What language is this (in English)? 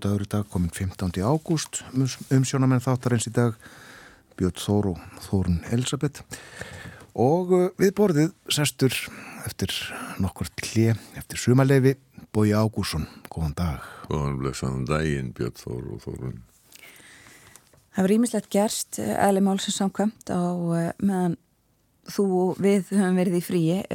Icelandic